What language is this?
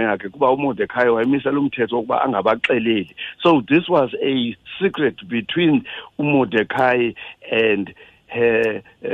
Xhosa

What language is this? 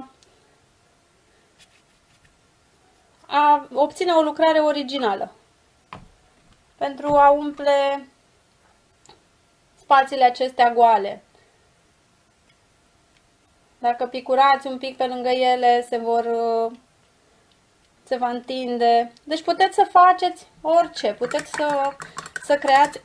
Romanian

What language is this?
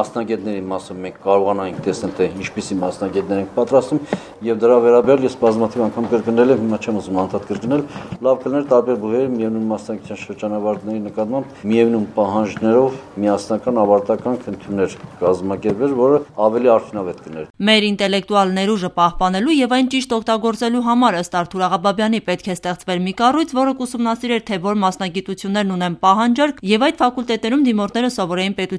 Armenian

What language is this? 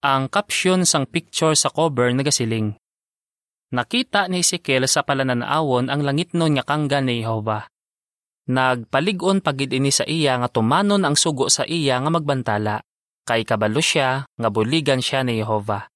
Hiligaynon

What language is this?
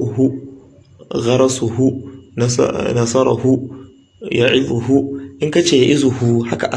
Hausa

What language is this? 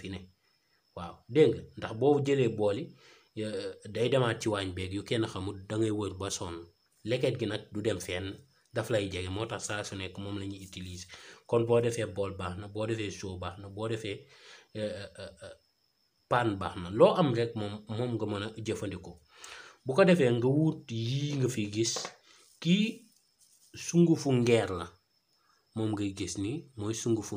Wolof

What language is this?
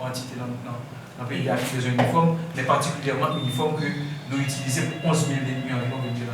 Haitian Creole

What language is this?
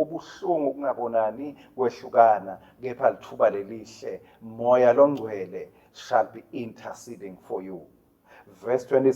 Swati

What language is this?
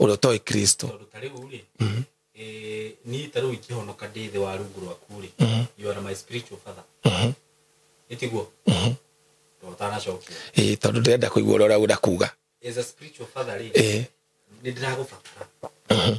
Kikuyu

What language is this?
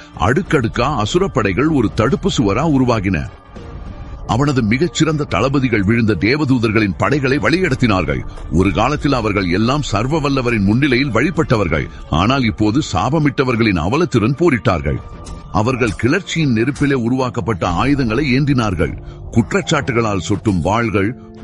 Tamil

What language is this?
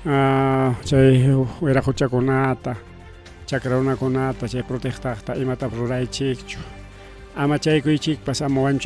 Ayacucho Quechua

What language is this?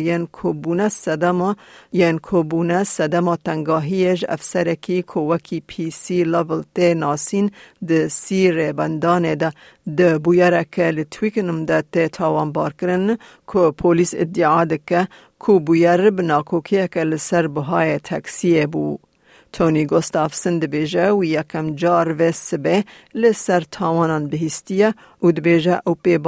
Kurdish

